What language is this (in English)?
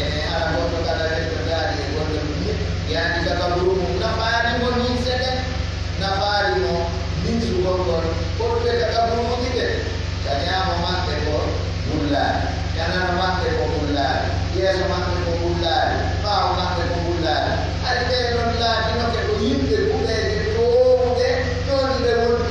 Pular